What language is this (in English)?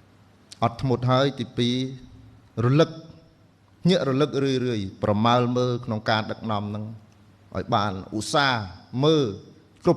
Khmer